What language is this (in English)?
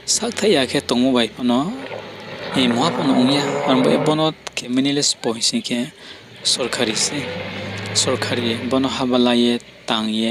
Riang (India)